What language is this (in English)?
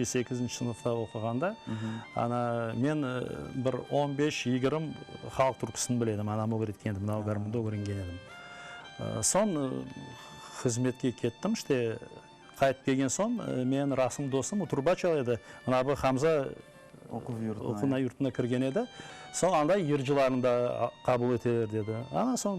Crimean Tatar